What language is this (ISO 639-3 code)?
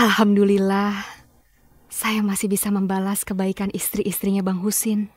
bew